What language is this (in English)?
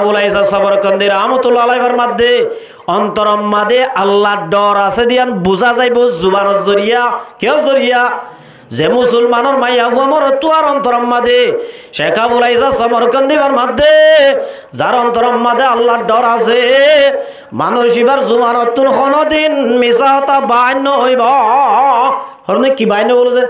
Rohingya